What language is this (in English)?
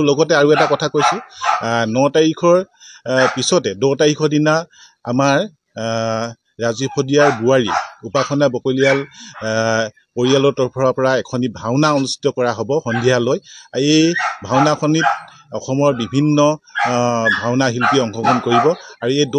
Assamese